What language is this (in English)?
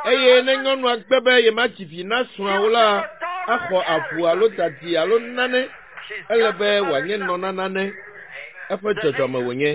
Ewe